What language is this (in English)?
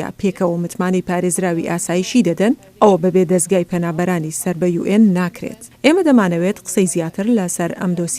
Central Kurdish